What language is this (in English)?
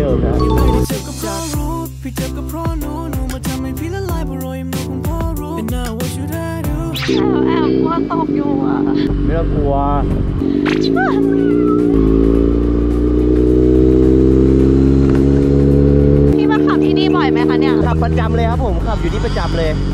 Thai